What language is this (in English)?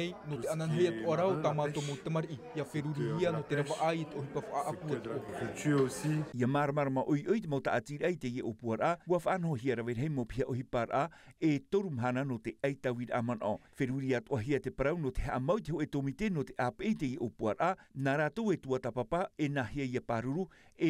Tahitian